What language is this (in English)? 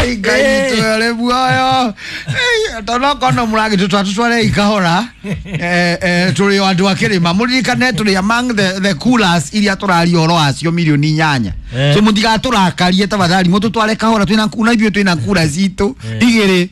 Kikuyu